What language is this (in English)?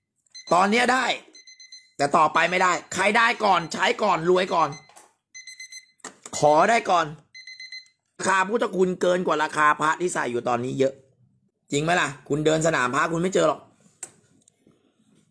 Thai